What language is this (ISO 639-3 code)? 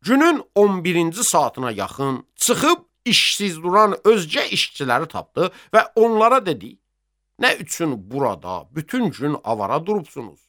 aze